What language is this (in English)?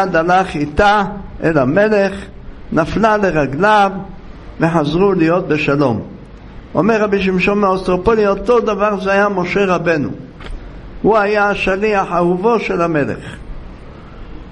Hebrew